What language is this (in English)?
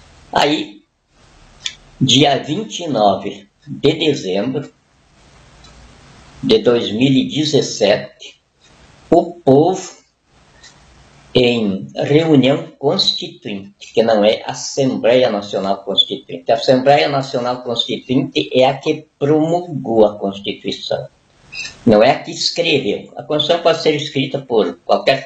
Portuguese